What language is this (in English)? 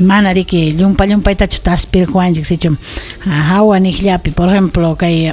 Ayacucho Quechua